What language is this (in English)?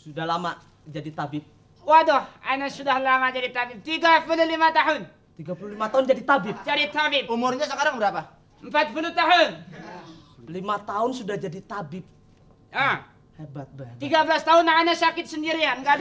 Betawi